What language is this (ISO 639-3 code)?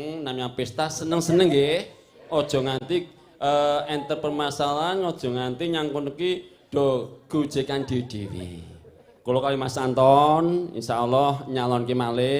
jav